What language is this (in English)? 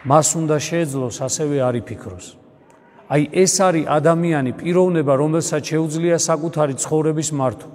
Georgian